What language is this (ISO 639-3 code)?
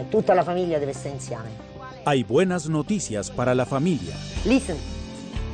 ita